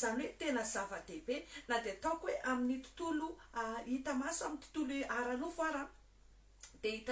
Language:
Malagasy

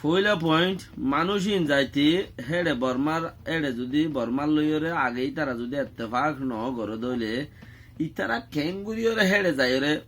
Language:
Rohingya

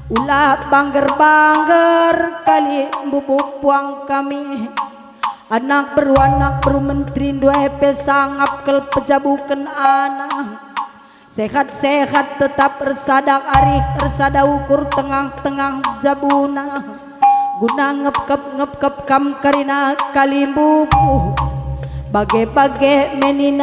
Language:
Batak Karo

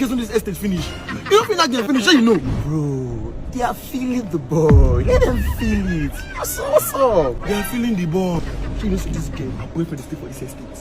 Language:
Nigerian Pidgin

